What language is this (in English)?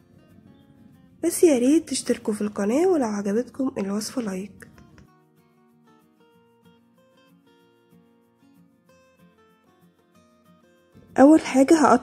Egyptian Arabic